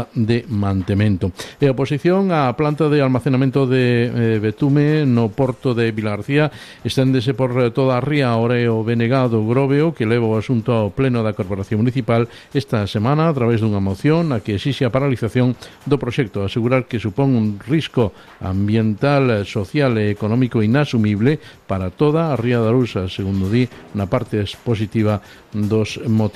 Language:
Galician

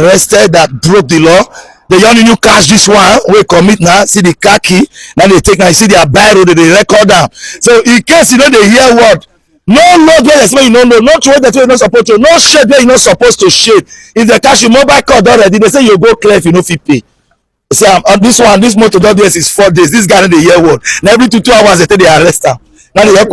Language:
Nigerian Pidgin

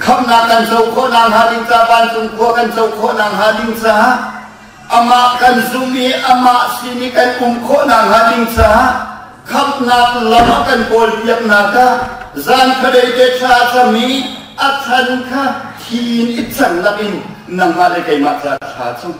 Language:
Hakha Chin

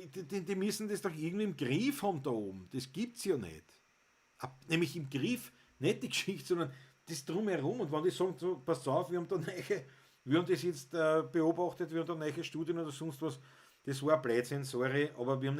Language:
Bavarian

